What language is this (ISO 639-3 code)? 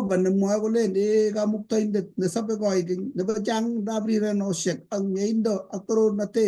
kln